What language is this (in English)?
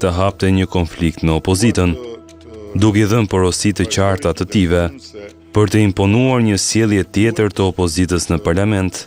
Albanian